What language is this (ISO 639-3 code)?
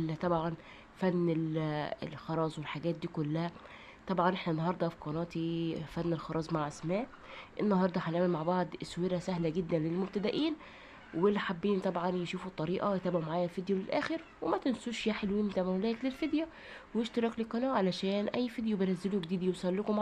arz